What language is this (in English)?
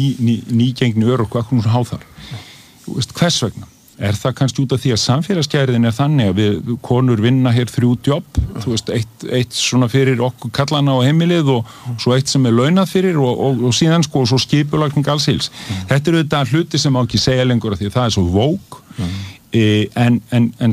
Icelandic